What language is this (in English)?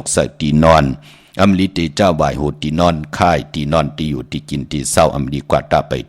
Shan